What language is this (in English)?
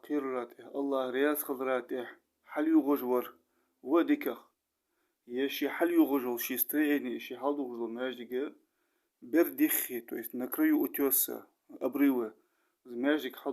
Ingush